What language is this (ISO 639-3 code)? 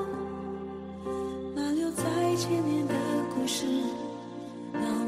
zho